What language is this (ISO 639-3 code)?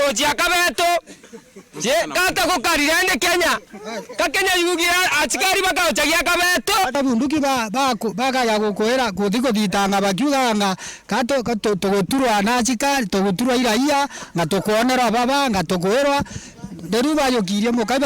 mer